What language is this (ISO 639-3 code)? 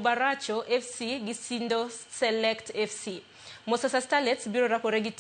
luo